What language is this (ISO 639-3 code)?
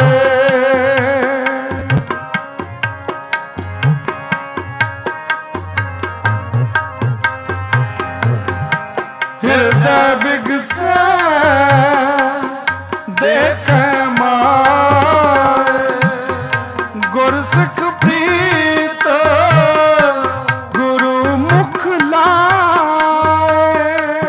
pan